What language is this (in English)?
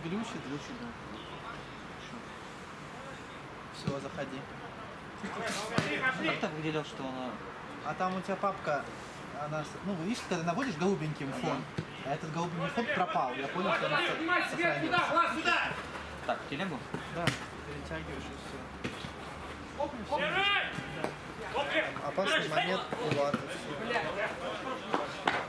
Russian